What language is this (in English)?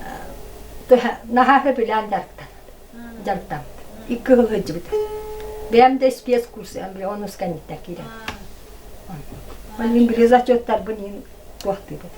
Yakut